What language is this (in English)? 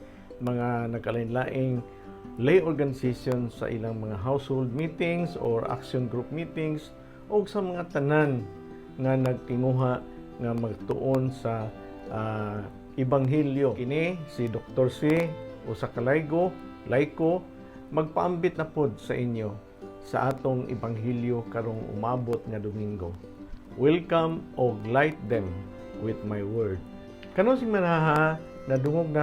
Cebuano